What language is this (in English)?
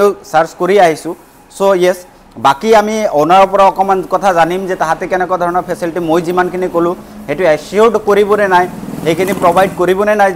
Assamese